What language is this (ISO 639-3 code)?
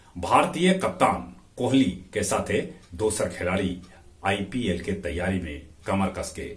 mag